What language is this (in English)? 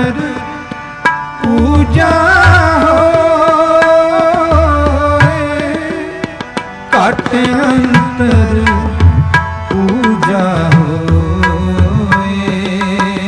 Punjabi